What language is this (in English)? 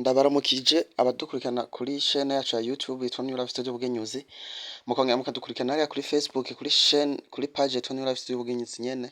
Rundi